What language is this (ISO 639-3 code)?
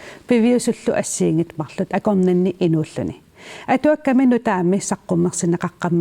kal